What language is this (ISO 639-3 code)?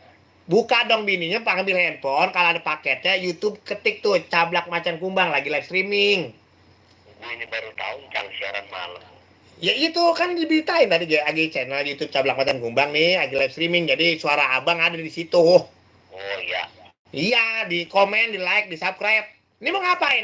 bew